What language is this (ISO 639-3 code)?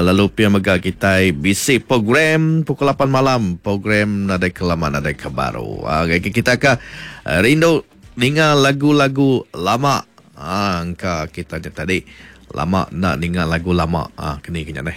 iba